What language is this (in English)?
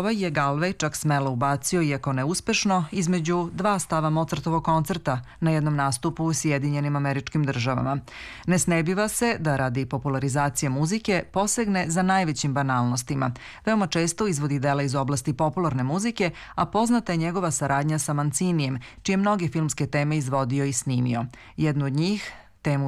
Serbian